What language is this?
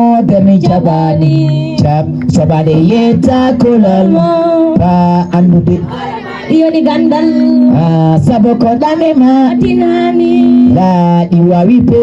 Fula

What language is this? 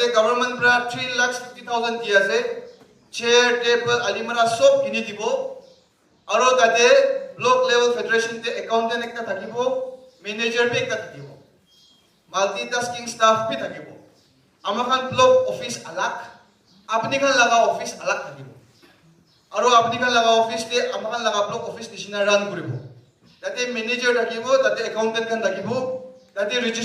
Naga Pidgin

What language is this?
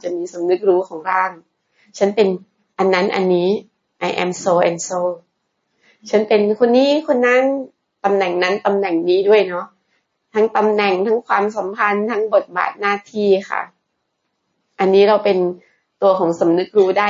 Thai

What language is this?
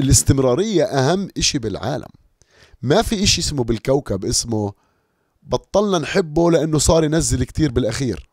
North Levantine Arabic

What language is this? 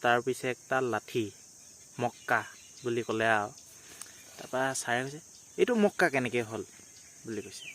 Assamese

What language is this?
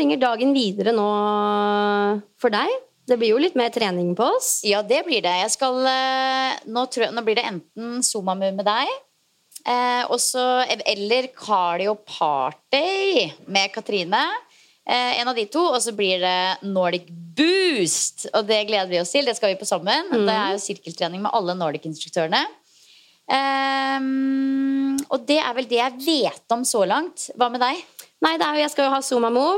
Norwegian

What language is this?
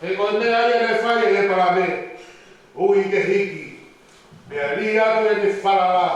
Tongan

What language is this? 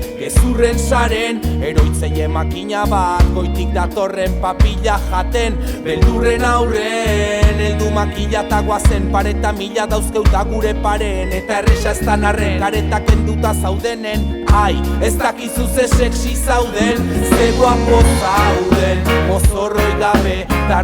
Basque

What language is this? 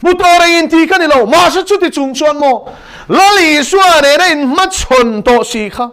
Mizo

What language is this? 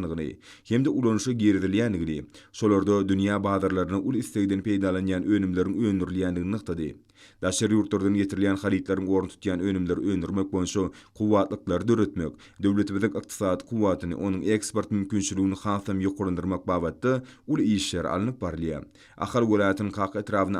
Turkmen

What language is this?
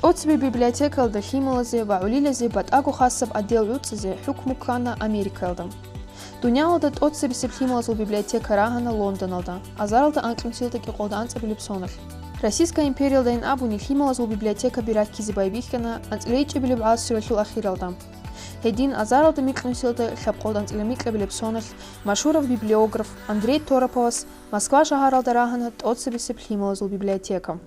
Avaric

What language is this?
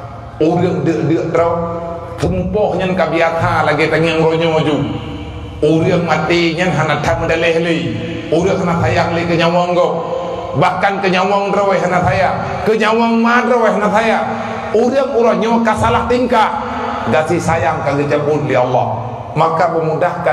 Achinese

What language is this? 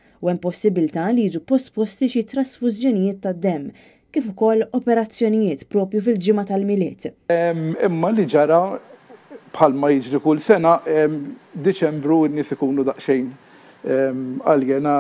Maltese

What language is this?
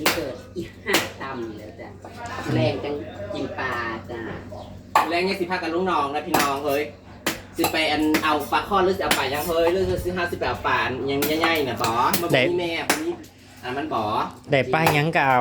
Northeastern Thai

